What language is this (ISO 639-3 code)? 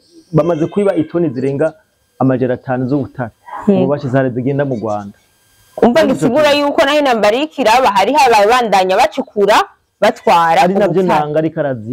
run